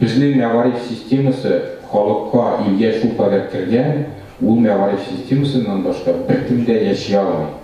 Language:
Tatar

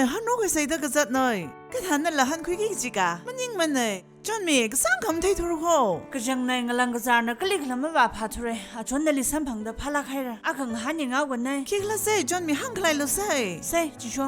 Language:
Tangkhul Naga (India)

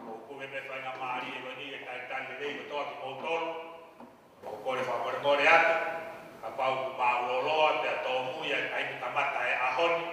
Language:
Tongan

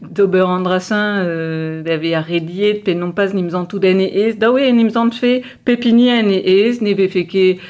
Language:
Breton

